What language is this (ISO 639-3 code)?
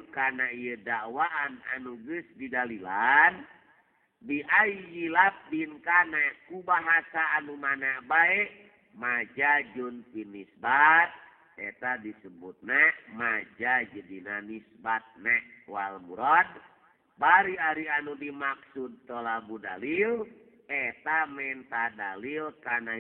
sun